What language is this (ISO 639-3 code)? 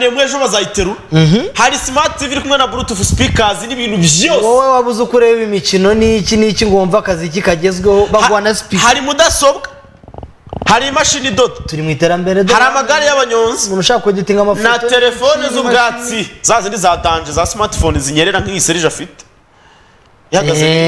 kin